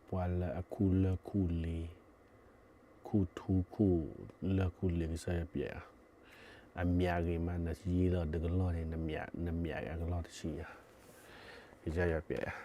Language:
S'gaw Karen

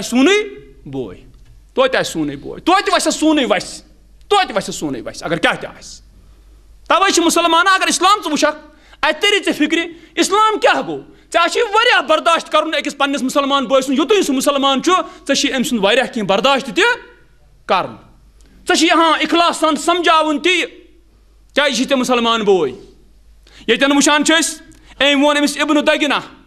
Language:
Kashmiri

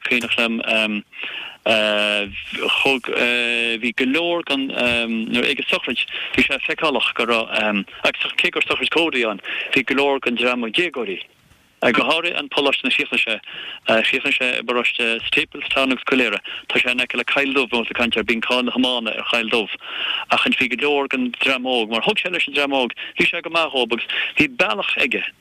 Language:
Irish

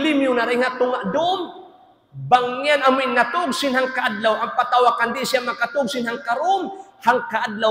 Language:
Tausug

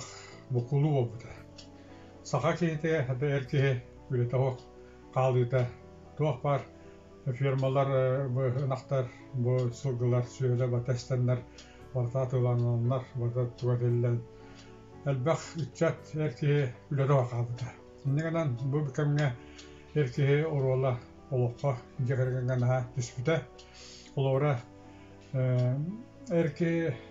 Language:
Yakut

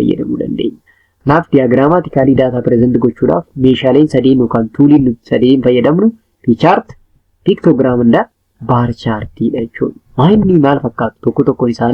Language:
Oromo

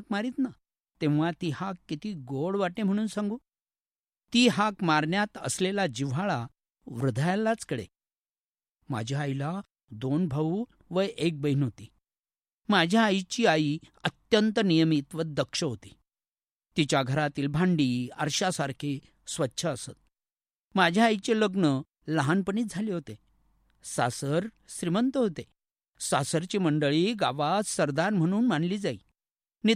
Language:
Marathi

